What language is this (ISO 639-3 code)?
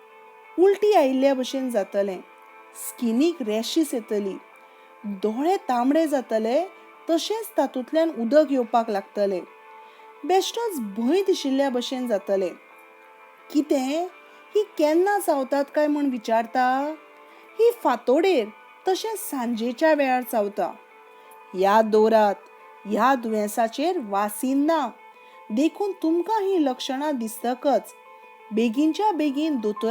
kok